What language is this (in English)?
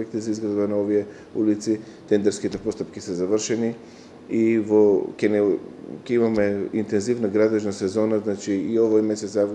Macedonian